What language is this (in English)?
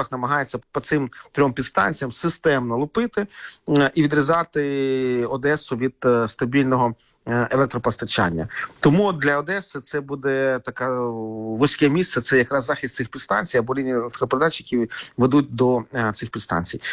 Ukrainian